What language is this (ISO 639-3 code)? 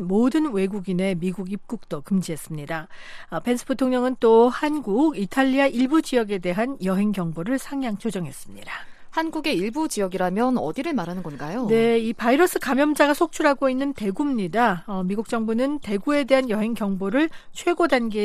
kor